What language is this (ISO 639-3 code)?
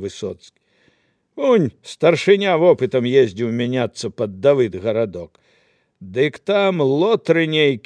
bel